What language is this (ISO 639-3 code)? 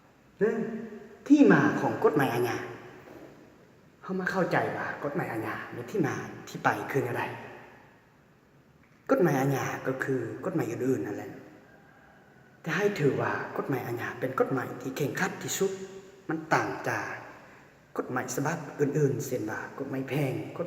lao